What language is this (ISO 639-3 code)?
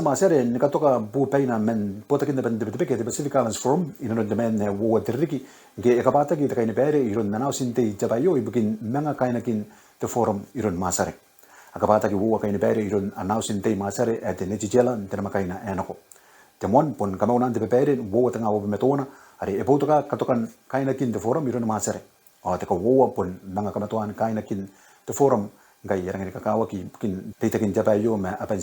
gil